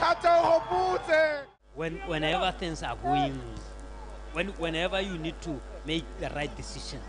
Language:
Tswana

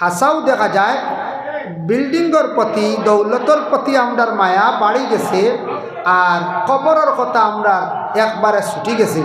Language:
Sylheti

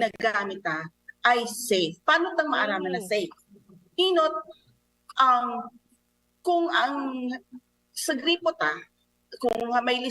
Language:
Bikol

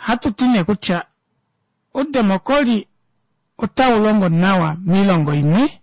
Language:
Kuanyama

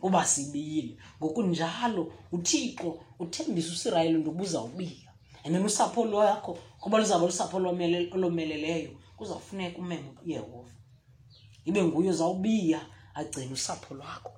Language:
Xhosa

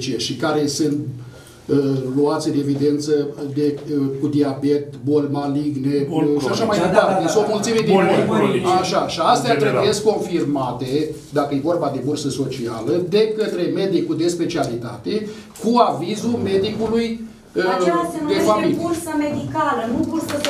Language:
Romanian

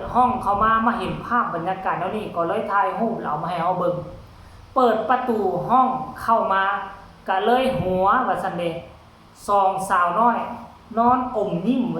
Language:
Northeastern Thai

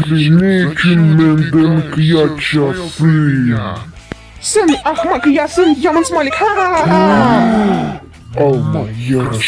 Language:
Crimean Tatar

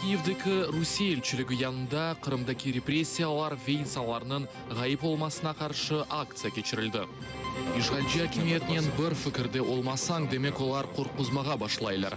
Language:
Crimean Tatar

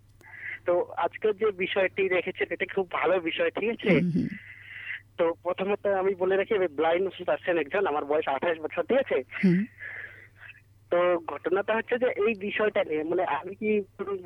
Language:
Bangla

